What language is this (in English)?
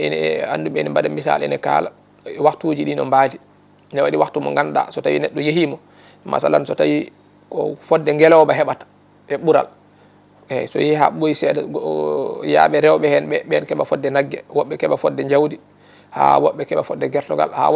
Fula